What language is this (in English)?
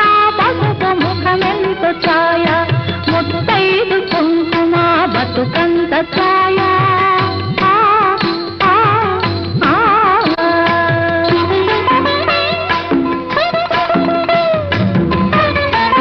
Telugu